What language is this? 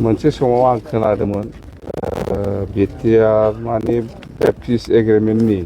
Bodo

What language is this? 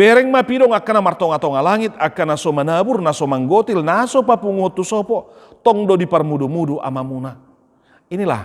Batak Toba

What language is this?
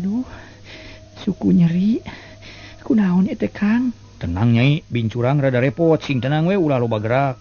Sundanese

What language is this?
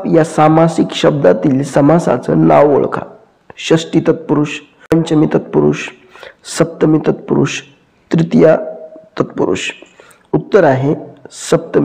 Marathi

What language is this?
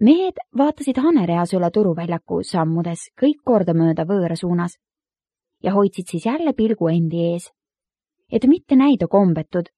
Estonian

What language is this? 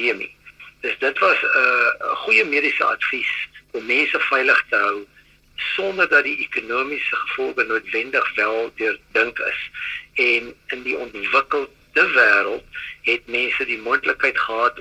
Afrikaans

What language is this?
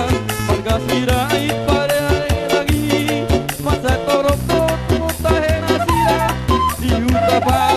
Batak Toba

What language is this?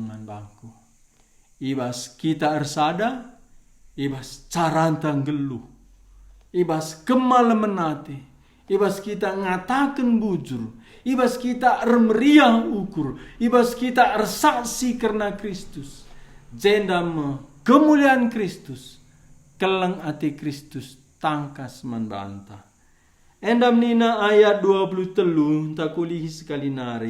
Batak Karo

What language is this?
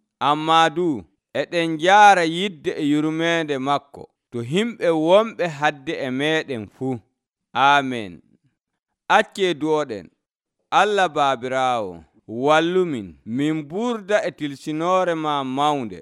Nigerian Fulfulde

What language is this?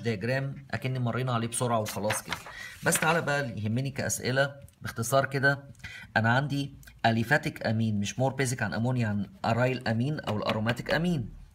Egyptian Arabic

